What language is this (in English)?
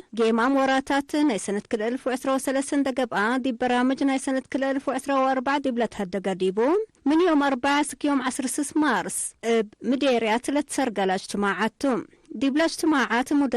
Tigre